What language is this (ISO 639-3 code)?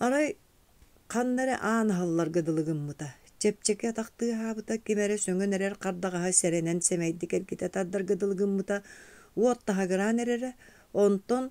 sah